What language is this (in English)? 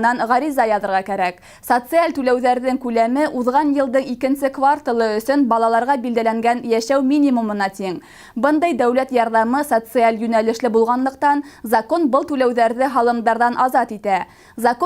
Bashkir